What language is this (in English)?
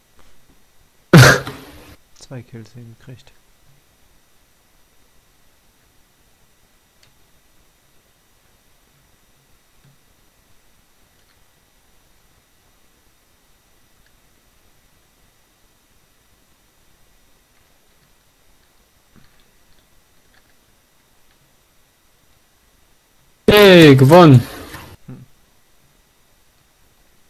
German